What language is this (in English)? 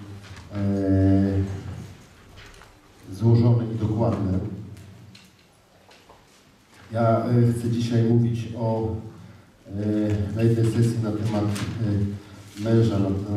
Polish